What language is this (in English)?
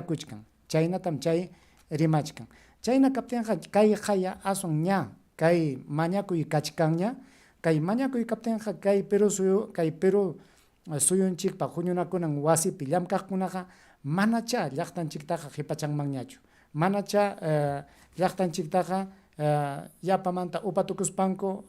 Ayacucho Quechua